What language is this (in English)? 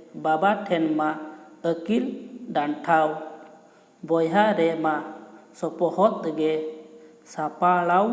Santali